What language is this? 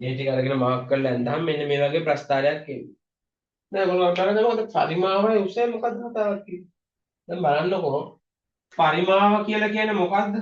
Sinhala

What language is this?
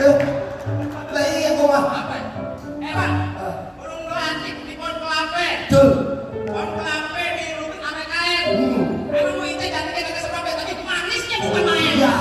Betawi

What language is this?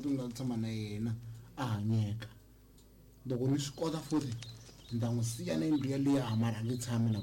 Tsonga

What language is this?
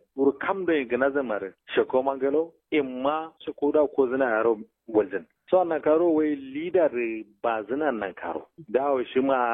Kanuri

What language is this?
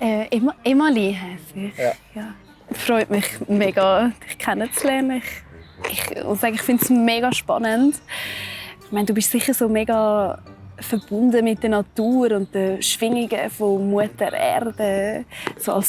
Swiss German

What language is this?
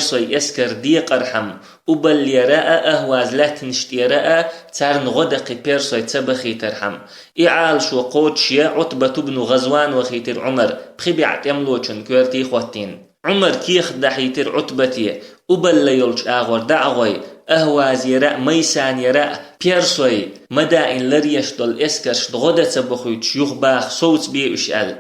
Chechen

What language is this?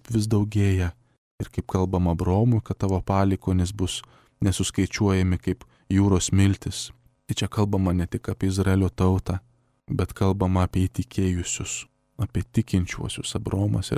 Lithuanian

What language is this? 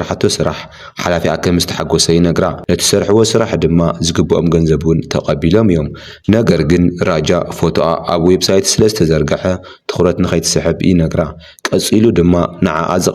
Tigrinya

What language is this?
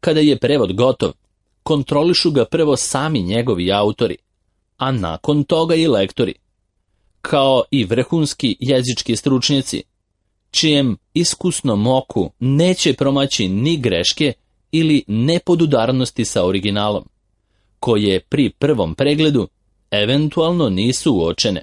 Serbian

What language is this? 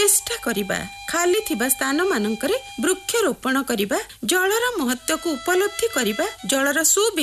Odia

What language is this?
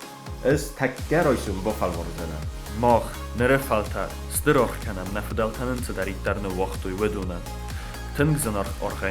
Ossetic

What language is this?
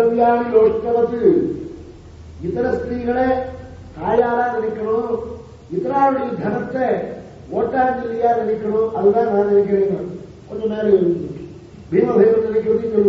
Tamil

